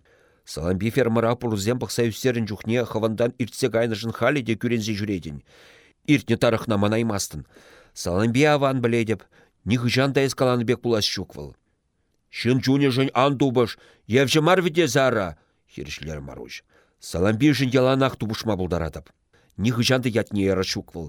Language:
Chuvash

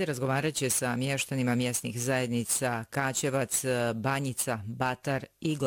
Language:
Bosnian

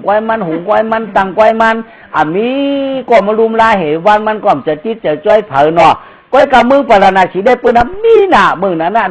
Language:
Shan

